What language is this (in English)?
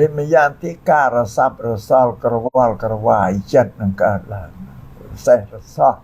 Khmer